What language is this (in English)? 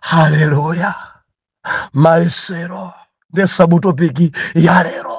Nyanja